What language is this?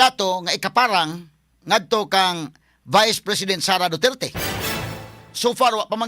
Cebuano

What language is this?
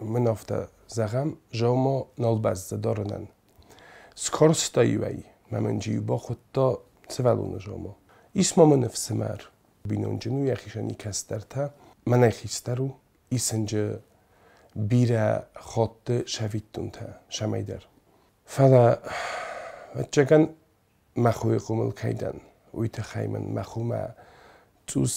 Ossetic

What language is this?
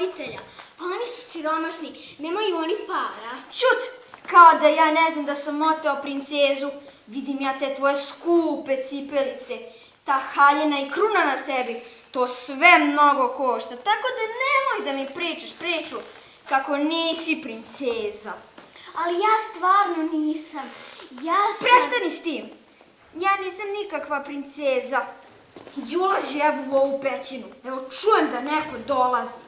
Serbian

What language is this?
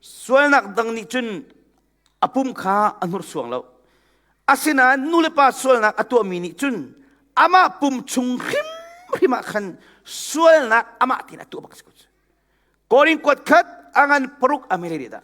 Hakha Chin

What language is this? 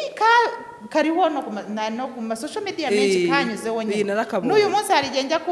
Kinyarwanda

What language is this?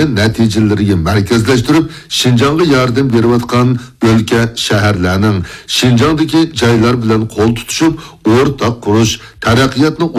Uyghur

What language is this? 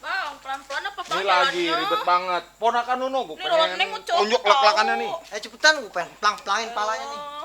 Betawi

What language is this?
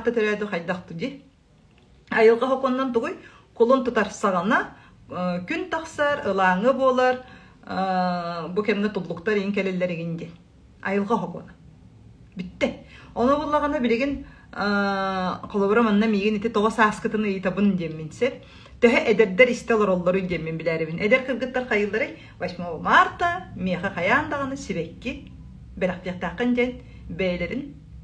Yakut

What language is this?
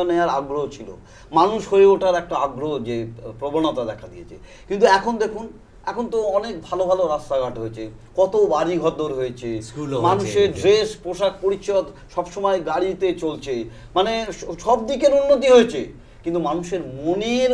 Bangla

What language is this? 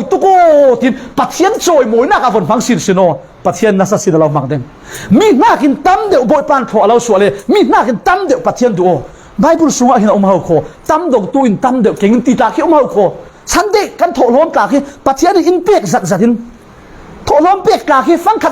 Falam Chin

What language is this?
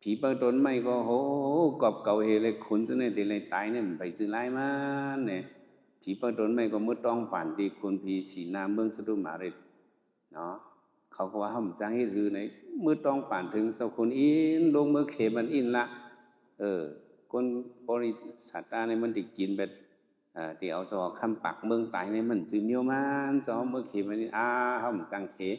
Shan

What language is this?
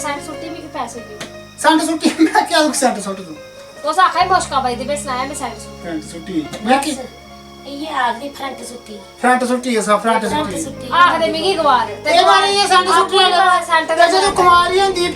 Dogri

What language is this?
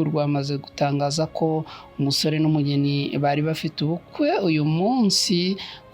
Kinyarwanda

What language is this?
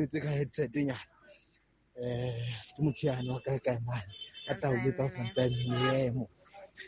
Southern Sotho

